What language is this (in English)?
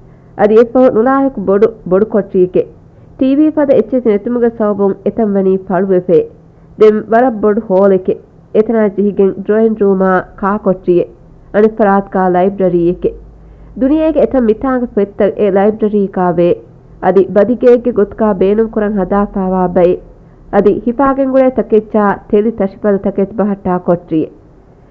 Divehi